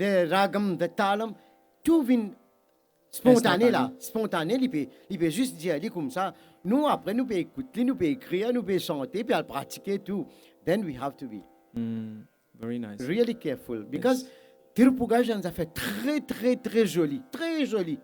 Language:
Morisyen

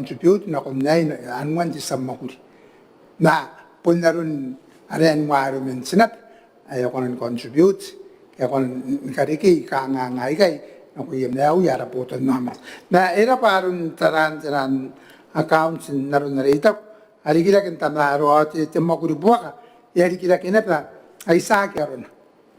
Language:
Gilbertese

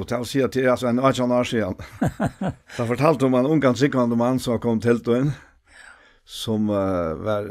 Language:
Faroese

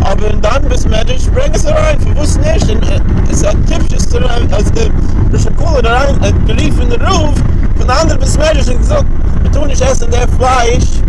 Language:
Yiddish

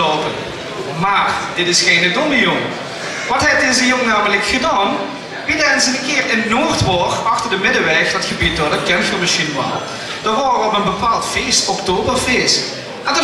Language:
Limburgish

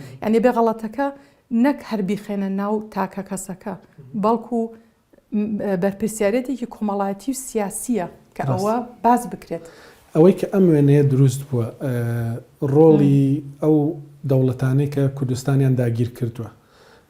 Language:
Central Kurdish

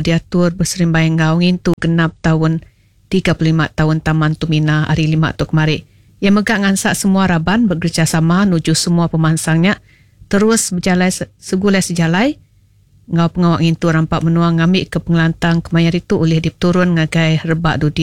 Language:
Iban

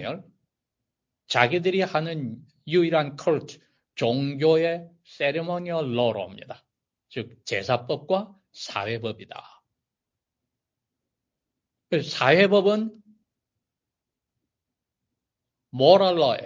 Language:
Korean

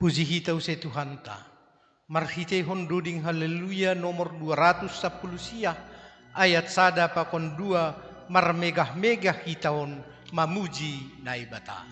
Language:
Batak Simalungun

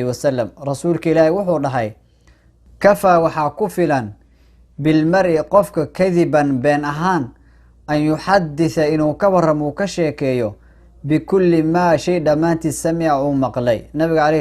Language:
Somali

